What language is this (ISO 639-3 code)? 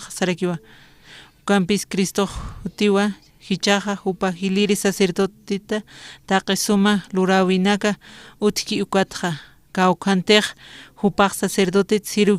aym